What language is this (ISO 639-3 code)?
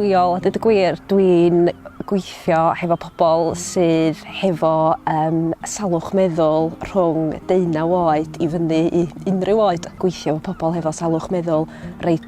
cym